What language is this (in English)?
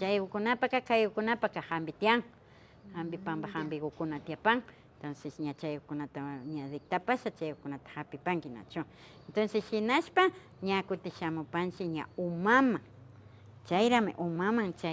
Imbabura Highland Quichua